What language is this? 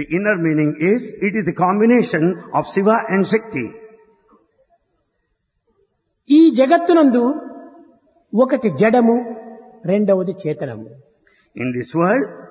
Telugu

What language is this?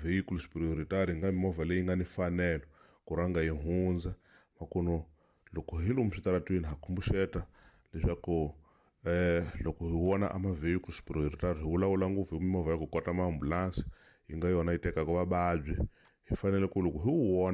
Tsonga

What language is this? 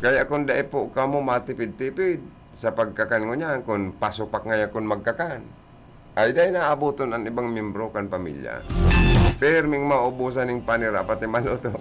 Bikol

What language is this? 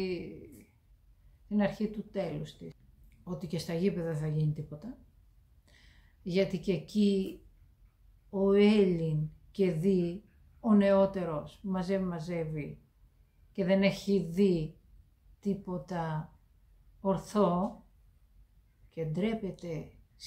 Greek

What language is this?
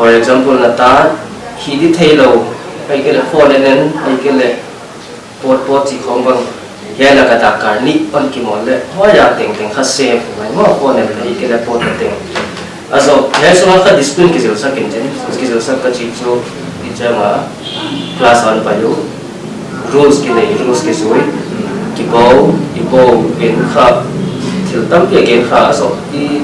Paite Chin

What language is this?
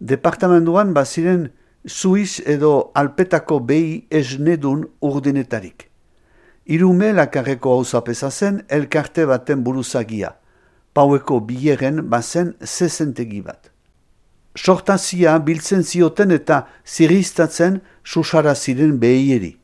Basque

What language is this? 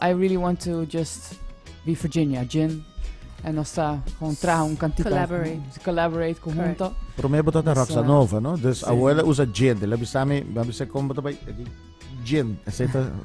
Papiamento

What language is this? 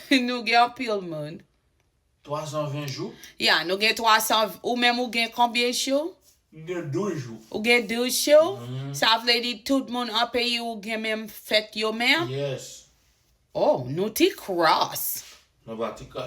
Haitian Creole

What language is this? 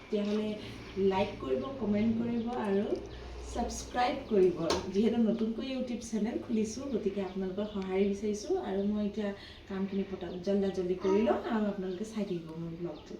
Assamese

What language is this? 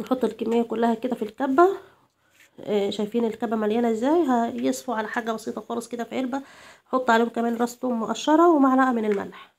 Egyptian Arabic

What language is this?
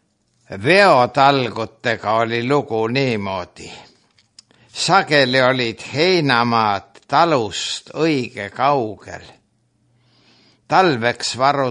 Estonian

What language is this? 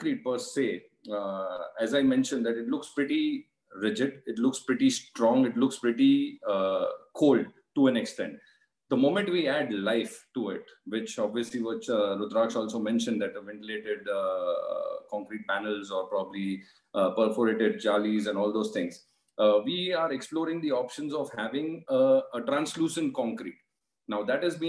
English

